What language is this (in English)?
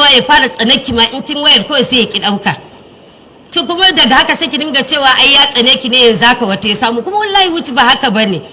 Hausa